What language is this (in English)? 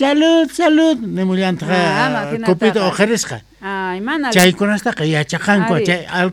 South Bolivian Quechua